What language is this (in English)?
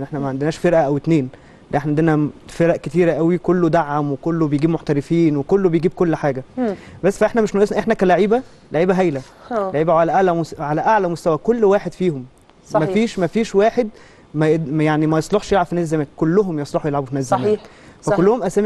Egyptian Arabic